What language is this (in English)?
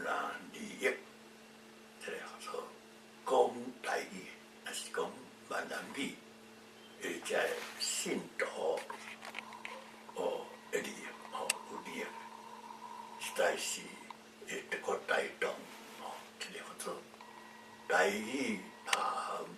Min Nan Chinese